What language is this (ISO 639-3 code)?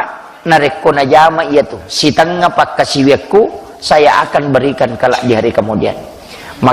bug